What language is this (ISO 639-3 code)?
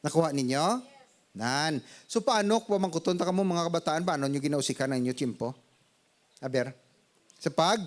hil